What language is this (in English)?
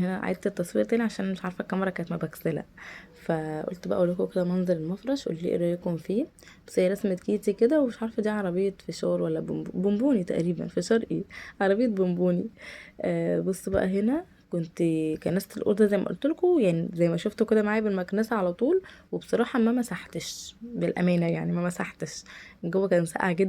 Egyptian Arabic